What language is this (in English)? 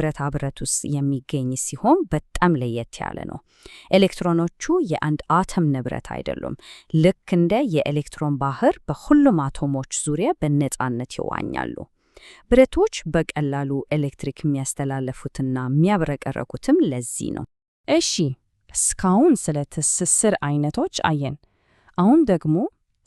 Amharic